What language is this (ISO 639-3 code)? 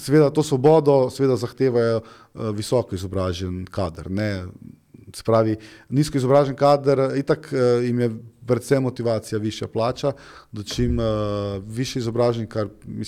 slv